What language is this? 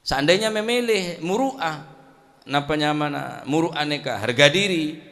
Madurese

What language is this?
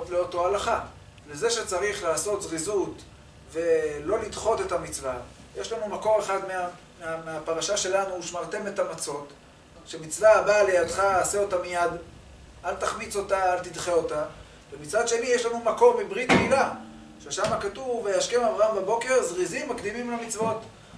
Hebrew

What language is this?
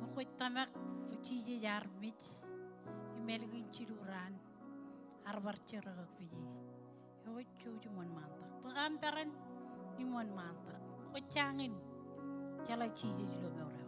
Marshallese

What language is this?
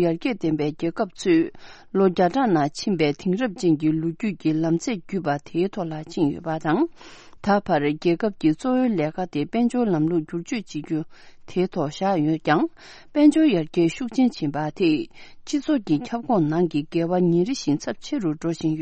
Tibetan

